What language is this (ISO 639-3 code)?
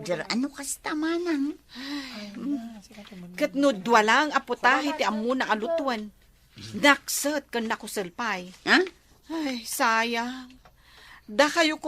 ilo